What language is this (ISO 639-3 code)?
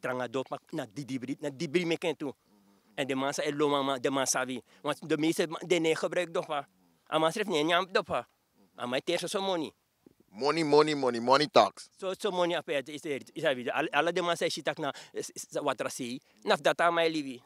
srn